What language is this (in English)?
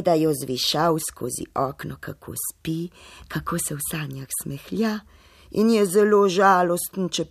Slovenian